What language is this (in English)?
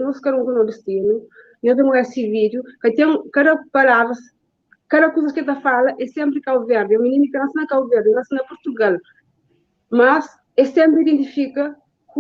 Kabuverdianu